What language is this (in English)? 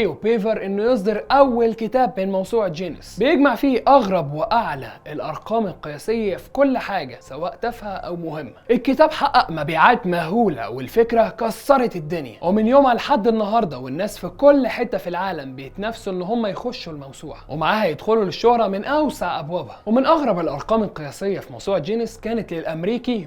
Egyptian Arabic